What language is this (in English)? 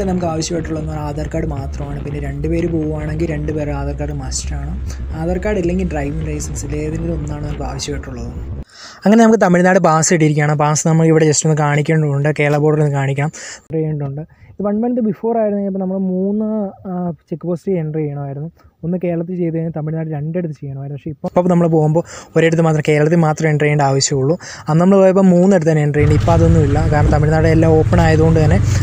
Malayalam